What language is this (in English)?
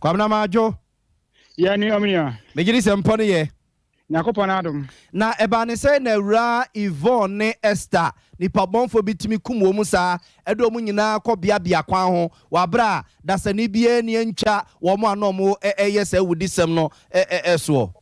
Akan